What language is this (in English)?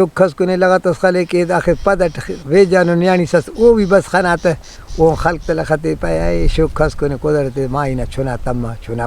Brahui